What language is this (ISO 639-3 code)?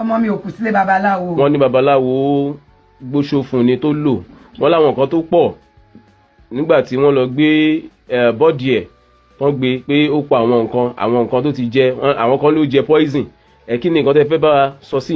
yor